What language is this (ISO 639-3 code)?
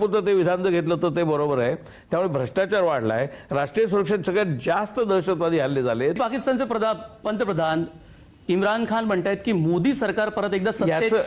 mar